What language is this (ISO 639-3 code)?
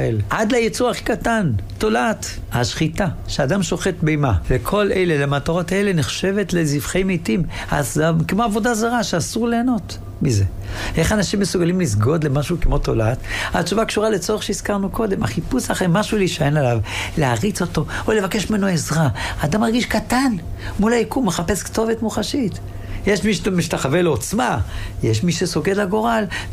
heb